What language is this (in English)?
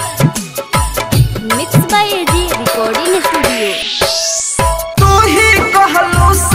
Bhojpuri